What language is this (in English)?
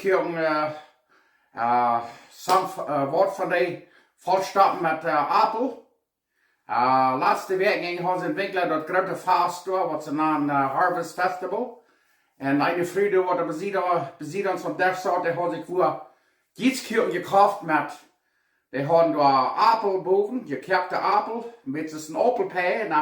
Plautdietsch